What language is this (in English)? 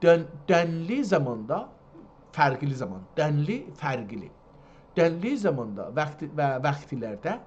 South Azerbaijani